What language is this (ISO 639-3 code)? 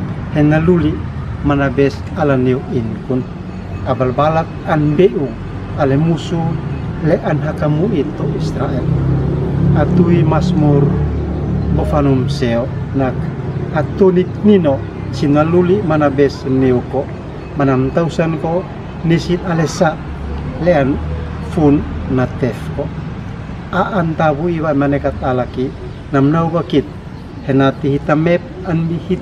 aoz